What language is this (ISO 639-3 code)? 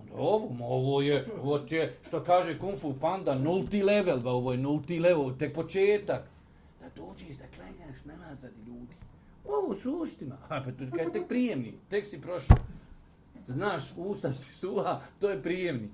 bos